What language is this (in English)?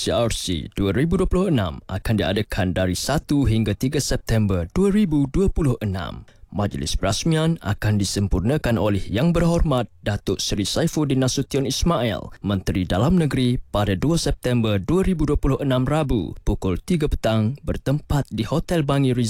Malay